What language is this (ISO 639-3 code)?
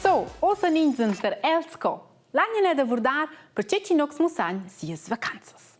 roh